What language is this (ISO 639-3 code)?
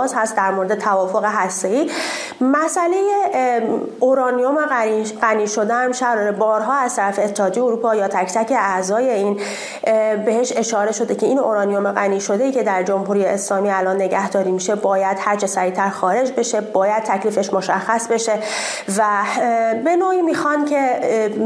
fas